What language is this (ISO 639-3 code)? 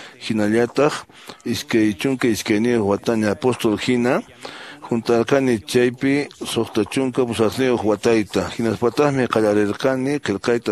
que